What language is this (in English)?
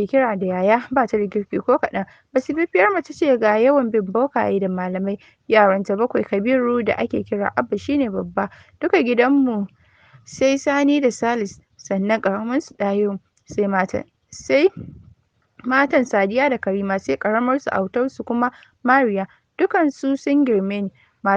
Hausa